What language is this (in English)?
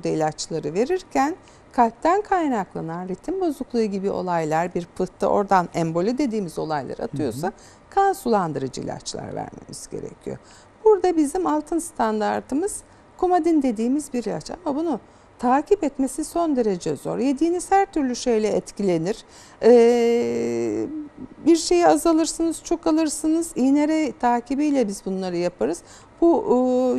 Turkish